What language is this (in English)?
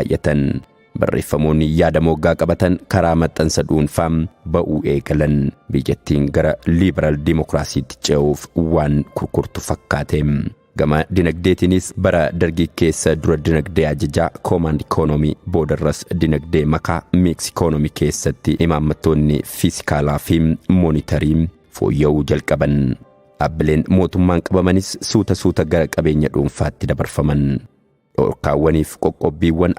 Oromo